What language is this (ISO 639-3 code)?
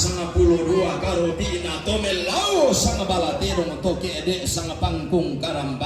sda